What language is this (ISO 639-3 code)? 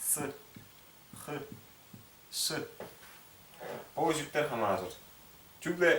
tyv